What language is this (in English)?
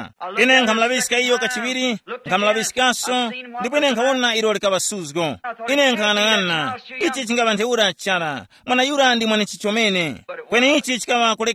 Tumbuka